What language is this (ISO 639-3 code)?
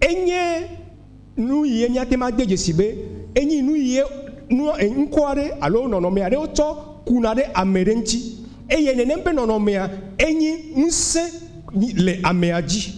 ewe